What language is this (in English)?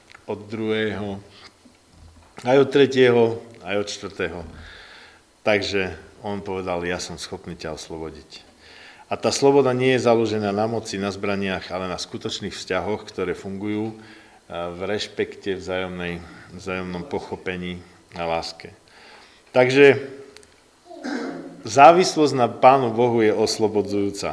Slovak